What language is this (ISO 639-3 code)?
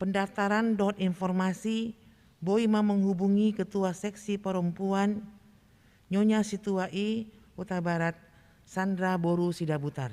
bbc